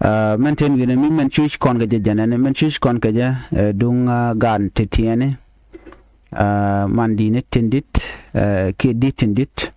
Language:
Nuer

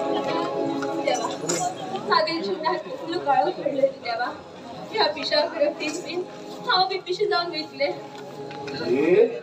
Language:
Konkani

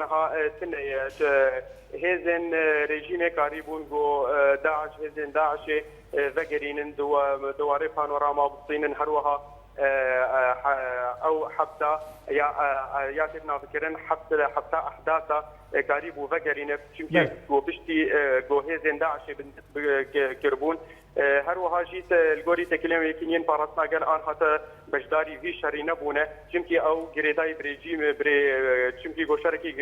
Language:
Kurdish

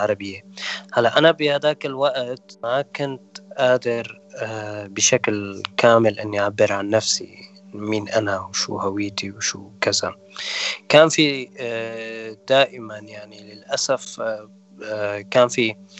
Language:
North Levantine Arabic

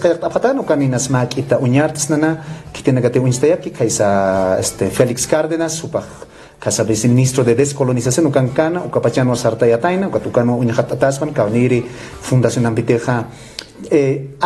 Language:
Aymara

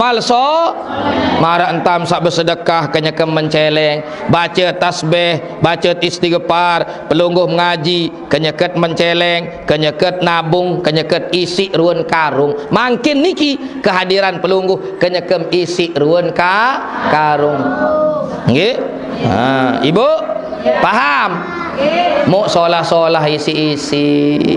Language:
Sasak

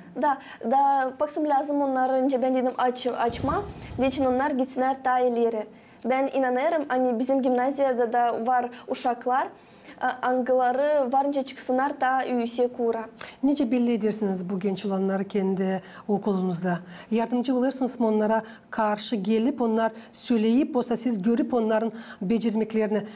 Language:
Gagauz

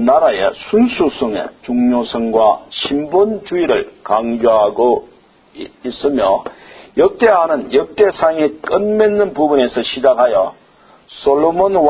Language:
Korean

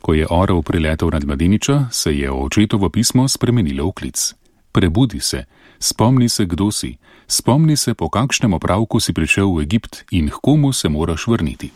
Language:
Slovenian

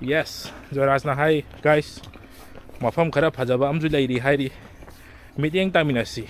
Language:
Manipuri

